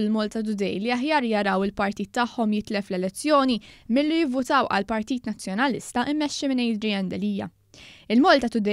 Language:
Maltese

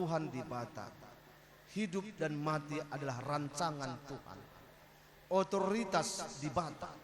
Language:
Batak Karo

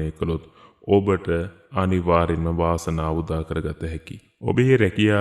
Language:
Sinhala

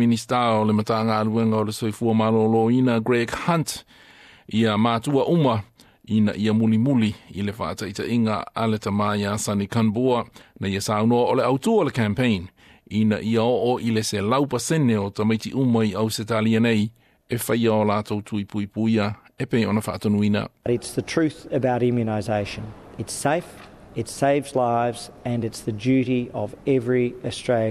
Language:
Samoan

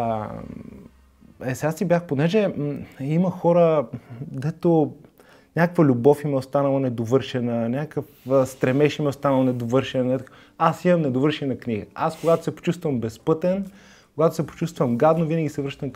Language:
Bulgarian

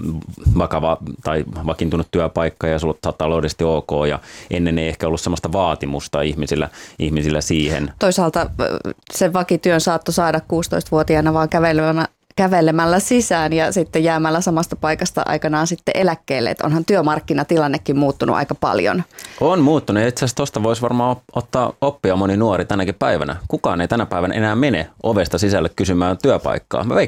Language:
Finnish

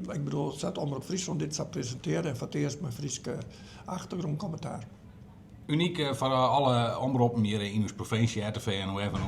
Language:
Western Frisian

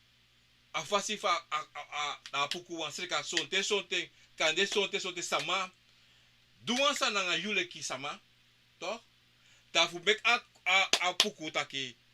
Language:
Sranan Tongo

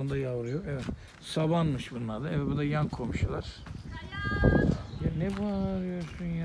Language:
Turkish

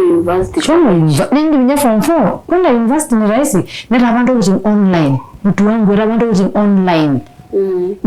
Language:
Masai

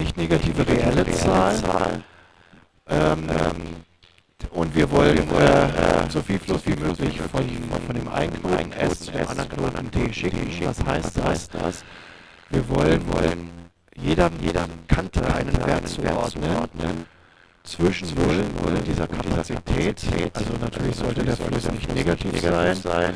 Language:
German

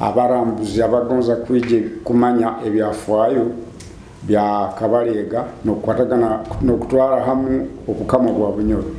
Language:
Nyoro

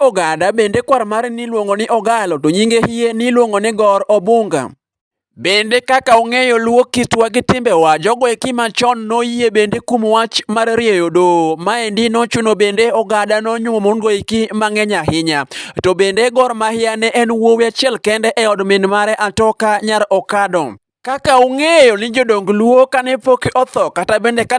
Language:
Luo (Kenya and Tanzania)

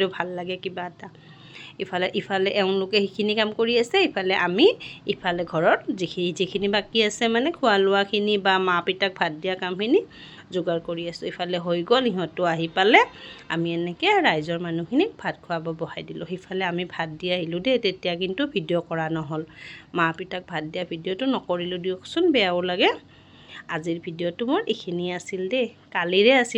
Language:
Assamese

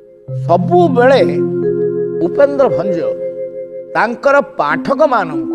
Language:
Odia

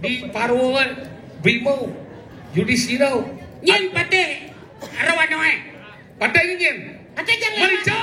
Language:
Balinese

